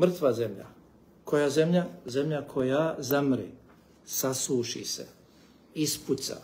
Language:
Bosnian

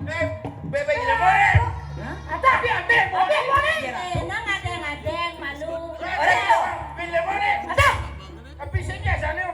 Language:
Balinese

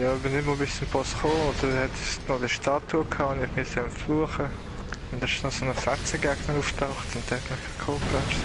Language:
Swiss German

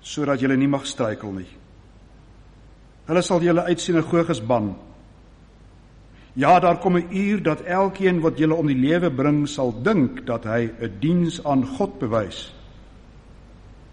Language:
Afrikaans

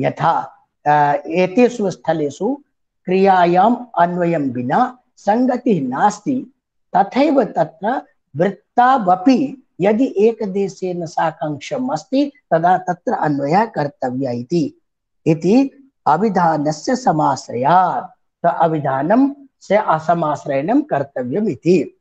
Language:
Sanskrit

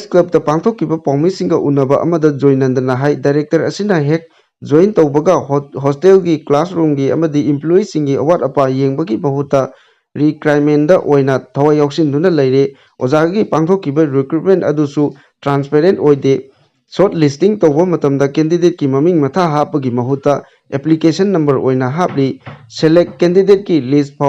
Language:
Manipuri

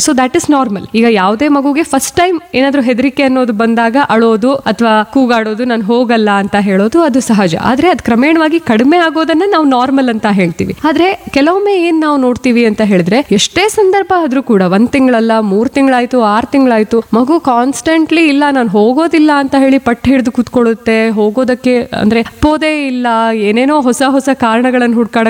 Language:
Kannada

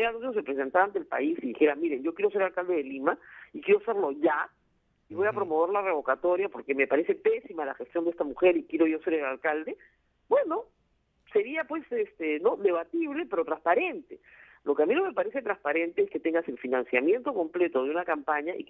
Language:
Spanish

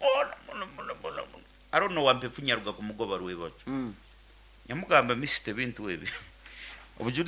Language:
Nyoro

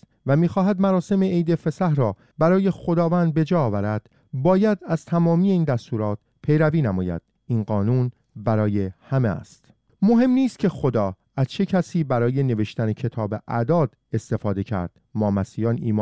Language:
Persian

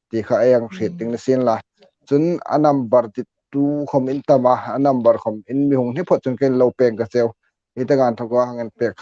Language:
Hmar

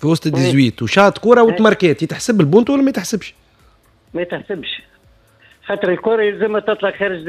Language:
Tunisian Arabic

